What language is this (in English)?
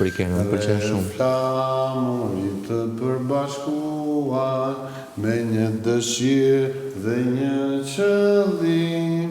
Albanian